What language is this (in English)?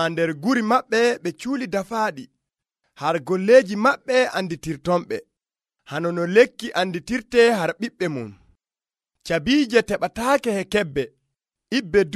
Nigerian Fulfulde